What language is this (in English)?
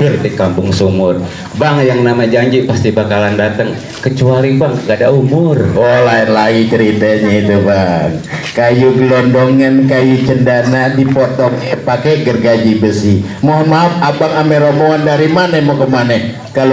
Betawi